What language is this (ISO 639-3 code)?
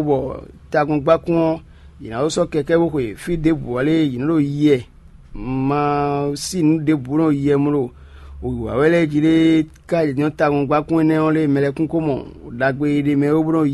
fon